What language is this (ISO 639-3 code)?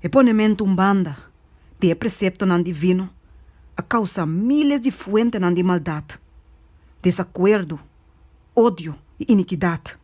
pap